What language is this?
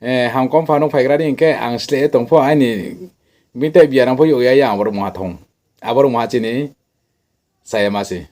Riang (India)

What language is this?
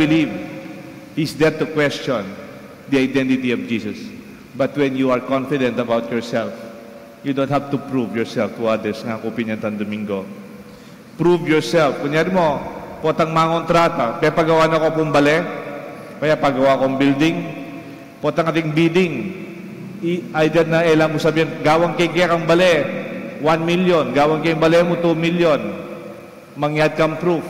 Pampanga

